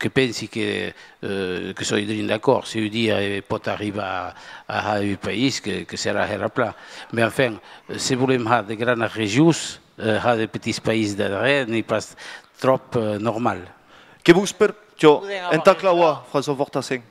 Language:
Occitan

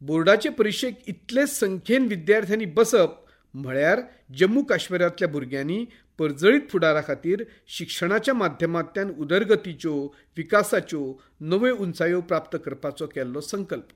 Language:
Konkani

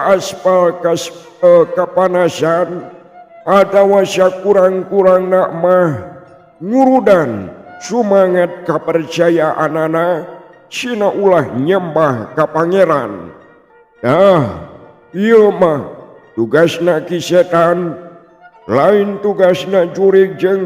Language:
Sundanese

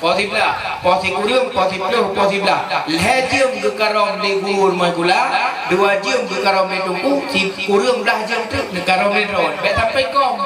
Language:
Achinese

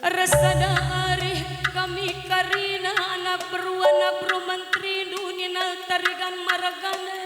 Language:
Batak Karo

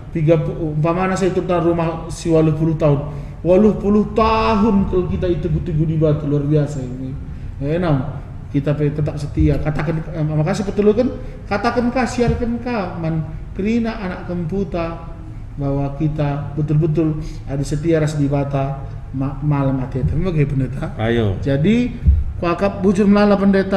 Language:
Batak Karo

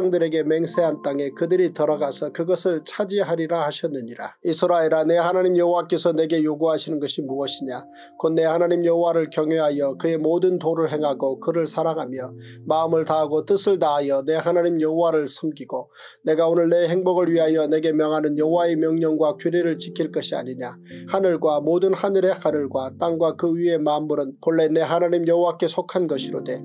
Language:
Korean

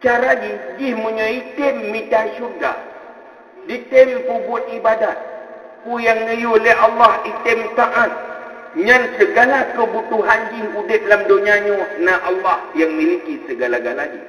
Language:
Achinese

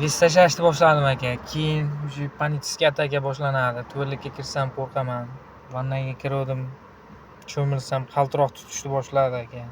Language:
Uzbek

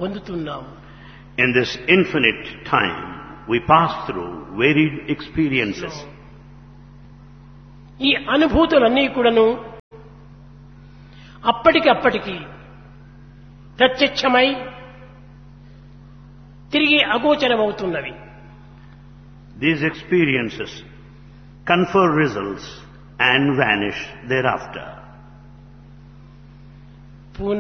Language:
Telugu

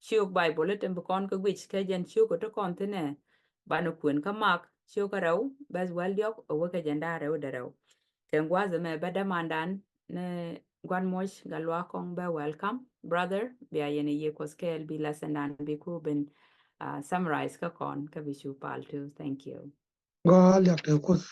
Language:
Nuer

